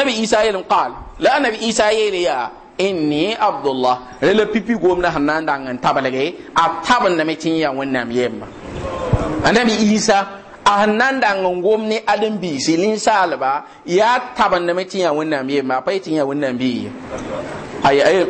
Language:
Mossi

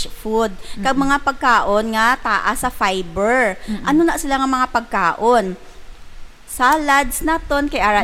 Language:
Hiligaynon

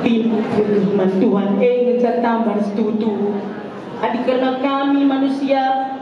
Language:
Batak Karo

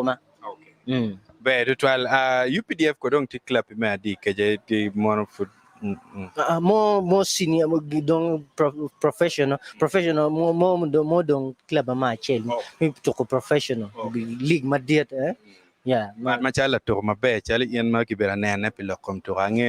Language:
Acoli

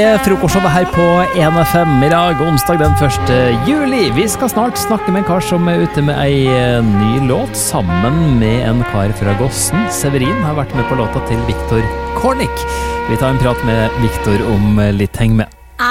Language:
Norwegian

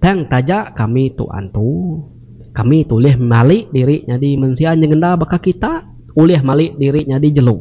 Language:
Iban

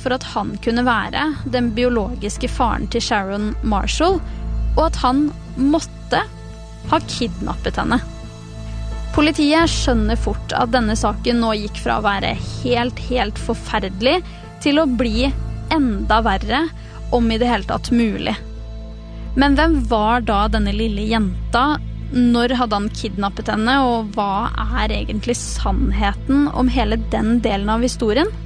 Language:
Norwegian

